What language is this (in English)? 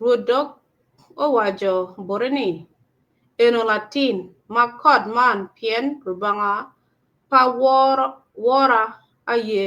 Acoli